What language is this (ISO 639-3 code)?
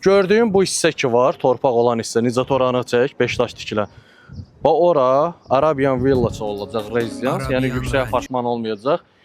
aze